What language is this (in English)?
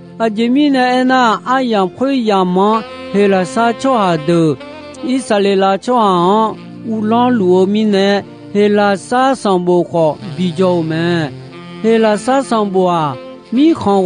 Akha